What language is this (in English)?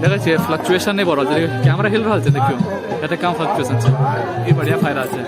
Maithili